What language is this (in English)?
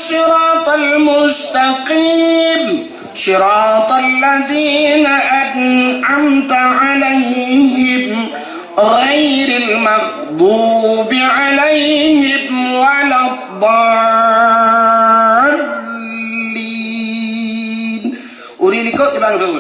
Achinese